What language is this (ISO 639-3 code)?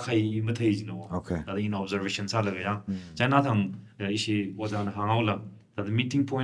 nmf